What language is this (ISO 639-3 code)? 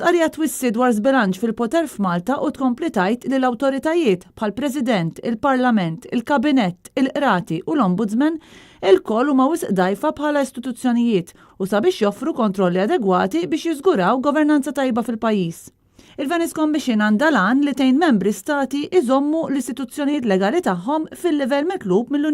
mlt